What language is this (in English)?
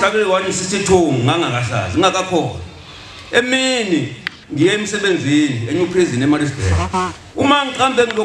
Zulu